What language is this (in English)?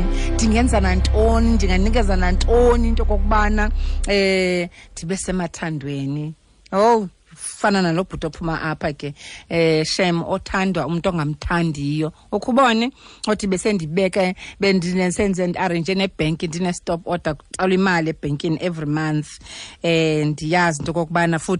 Xhosa